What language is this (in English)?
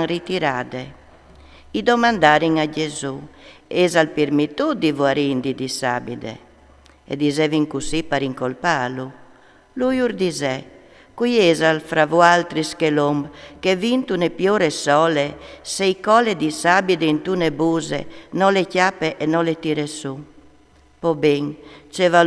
Friulian